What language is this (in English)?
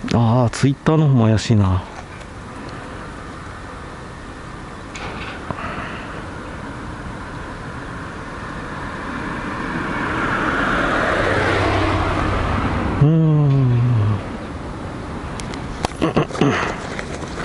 Japanese